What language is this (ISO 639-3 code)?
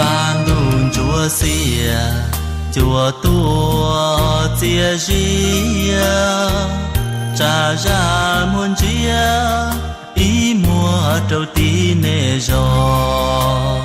hmn